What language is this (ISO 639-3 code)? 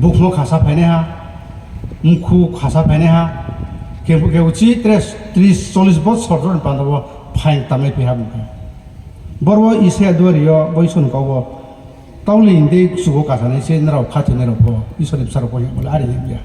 ria